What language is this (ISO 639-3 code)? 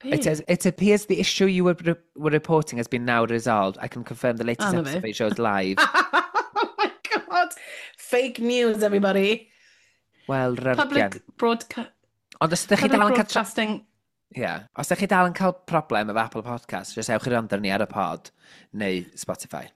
cym